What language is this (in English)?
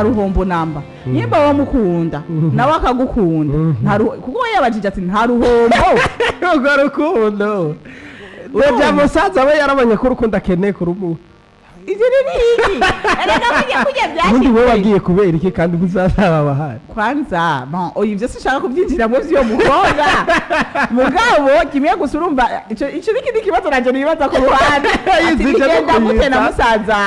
Rundi